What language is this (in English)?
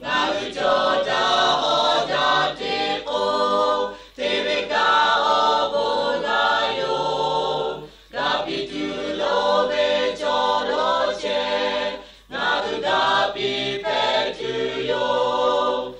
Lahu